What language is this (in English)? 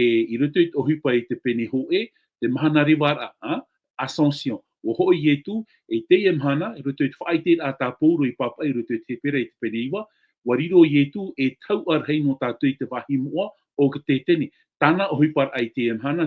Tahitian